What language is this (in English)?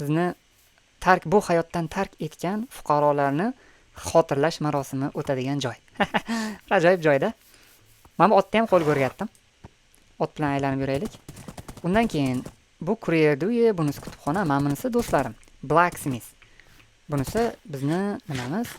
Uzbek